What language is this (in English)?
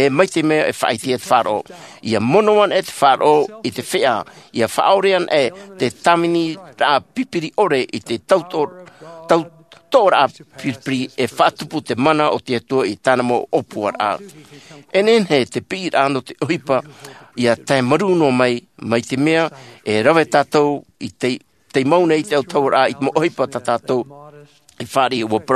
Tahitian